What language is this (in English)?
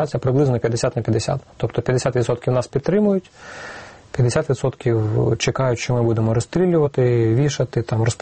Ukrainian